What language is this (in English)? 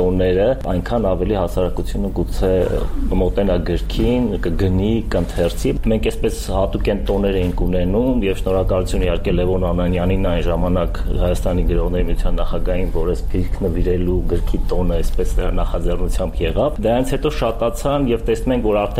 Armenian